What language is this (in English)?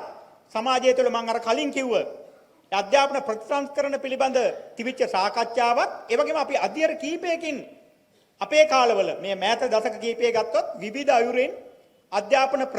Sinhala